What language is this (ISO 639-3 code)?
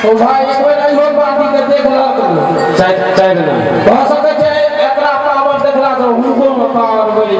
mai